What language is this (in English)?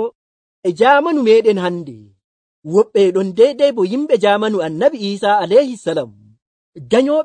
Nigerian Fulfulde